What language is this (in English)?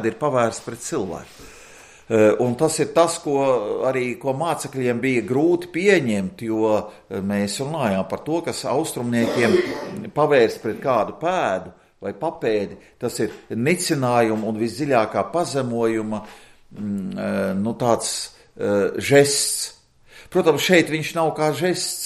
Latvian